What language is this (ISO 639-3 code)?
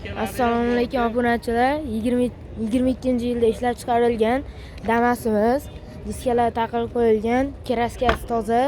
uzb